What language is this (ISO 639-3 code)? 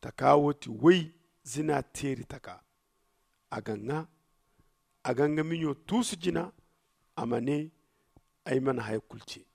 dje